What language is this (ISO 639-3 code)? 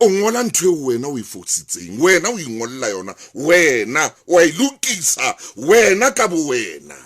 sot